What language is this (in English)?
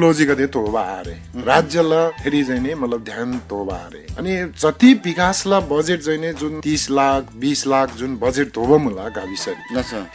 Eastern Tamang